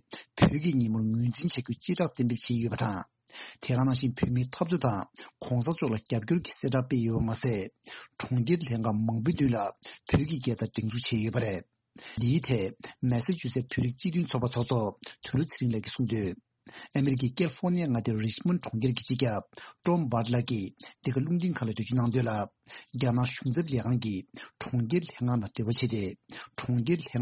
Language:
Tibetan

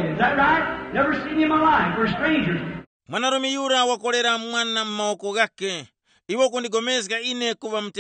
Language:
Tumbuka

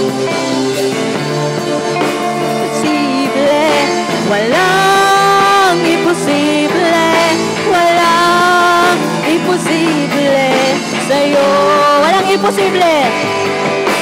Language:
Filipino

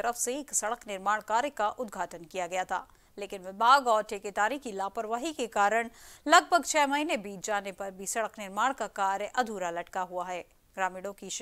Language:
Hindi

